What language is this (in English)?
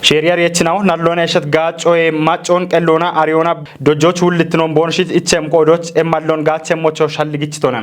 Kafa